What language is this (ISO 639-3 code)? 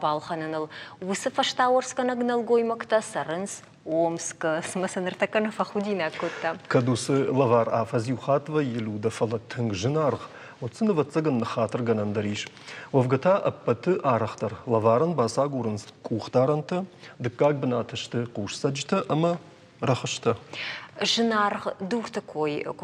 oss